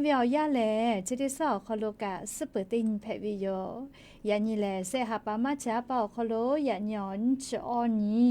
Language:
Lahu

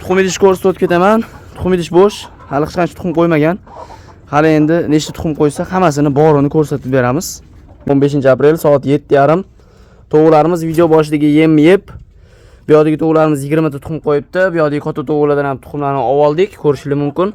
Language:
Uzbek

